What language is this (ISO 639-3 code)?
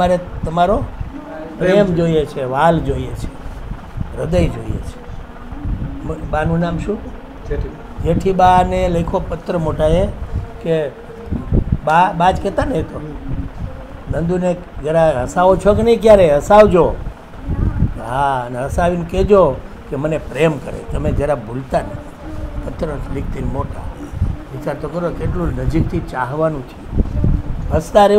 guj